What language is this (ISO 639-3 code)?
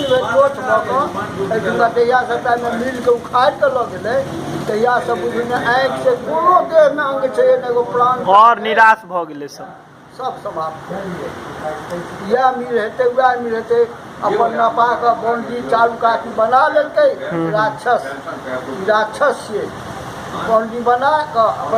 mai